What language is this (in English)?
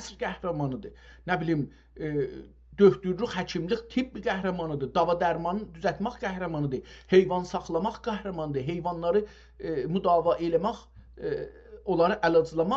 South Azerbaijani